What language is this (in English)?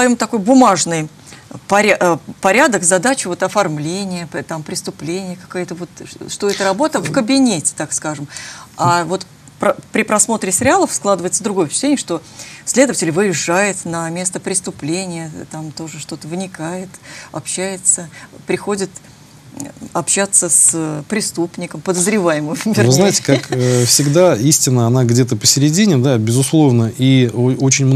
Russian